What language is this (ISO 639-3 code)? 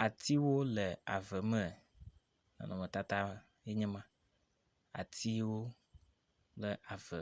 ewe